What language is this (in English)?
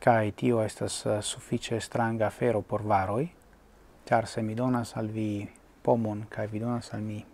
Esperanto